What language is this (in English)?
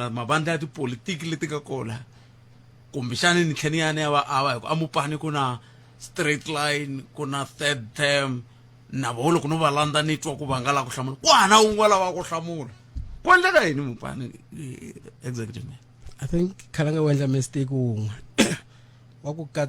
Tsonga